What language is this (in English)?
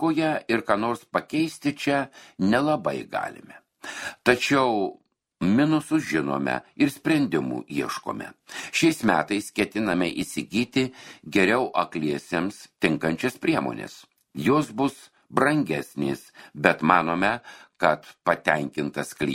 Lithuanian